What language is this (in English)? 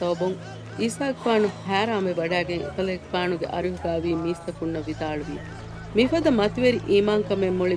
Divehi